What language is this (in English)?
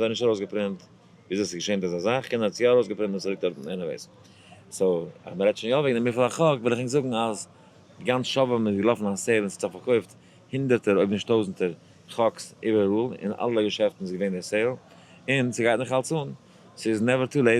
Yiddish